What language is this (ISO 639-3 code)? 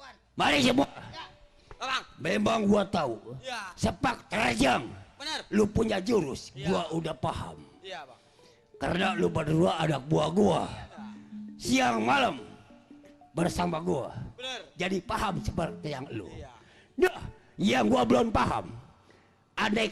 bew